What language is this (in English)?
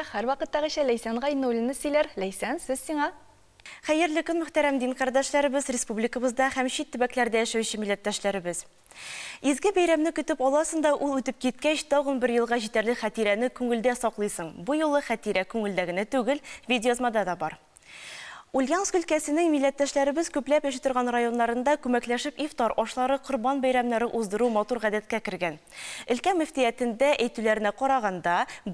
Tatar